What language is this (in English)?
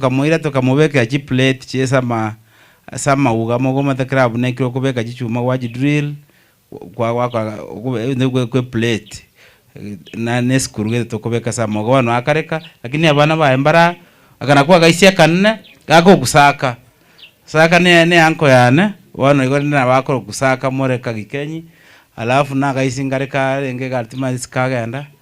Gusii